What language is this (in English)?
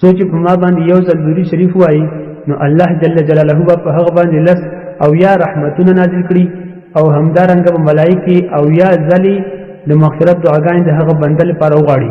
Pashto